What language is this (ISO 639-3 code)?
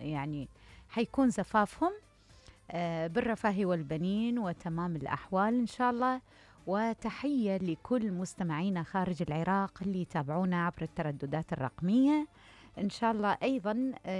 acm